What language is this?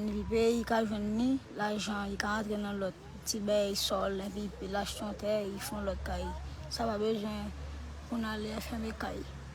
Haitian Creole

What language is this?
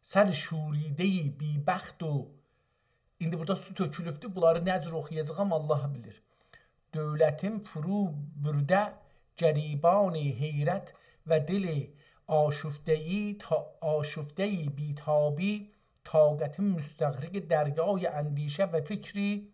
South Azerbaijani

